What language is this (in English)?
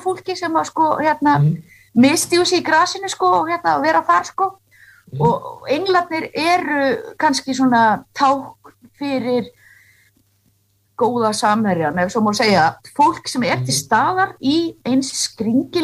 Icelandic